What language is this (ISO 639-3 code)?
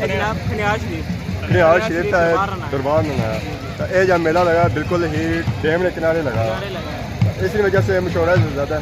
phr